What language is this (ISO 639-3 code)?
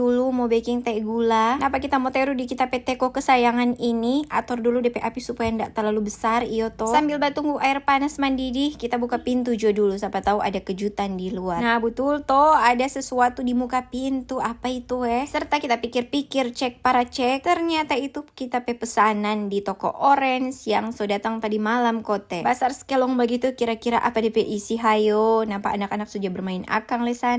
xmm